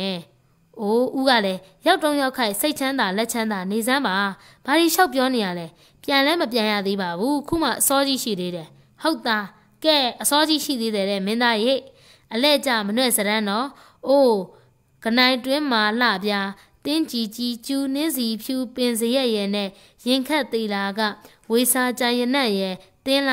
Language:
Burmese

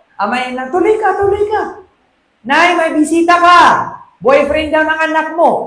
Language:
Maranao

